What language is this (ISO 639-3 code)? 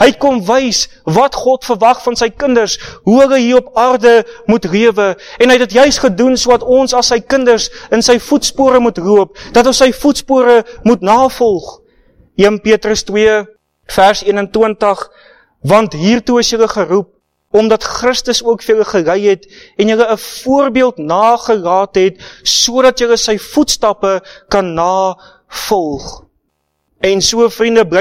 afr